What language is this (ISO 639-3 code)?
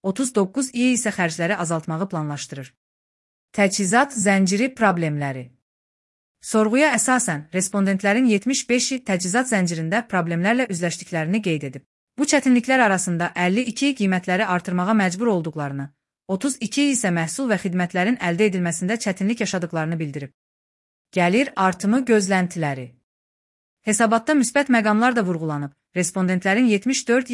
aze